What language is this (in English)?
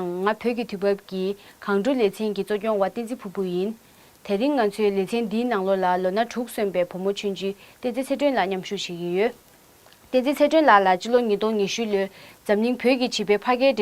Tibetan